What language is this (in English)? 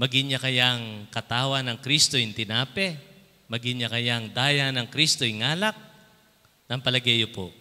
Pampanga